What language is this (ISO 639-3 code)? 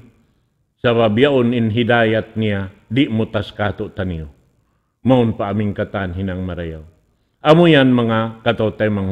tsg